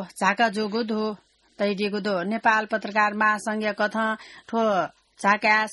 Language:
Newari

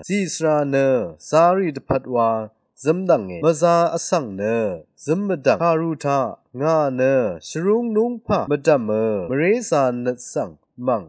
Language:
Rawang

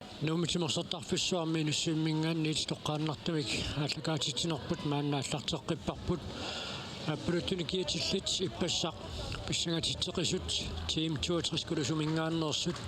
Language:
Kalaallisut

